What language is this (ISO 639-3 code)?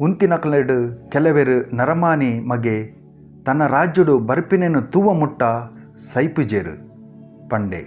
tcy